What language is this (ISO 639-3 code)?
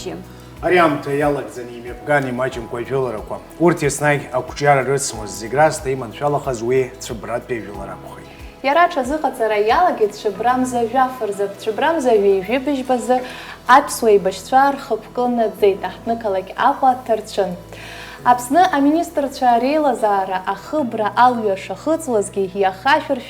abk